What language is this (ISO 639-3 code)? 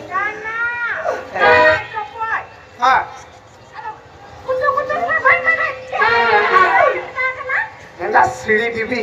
sat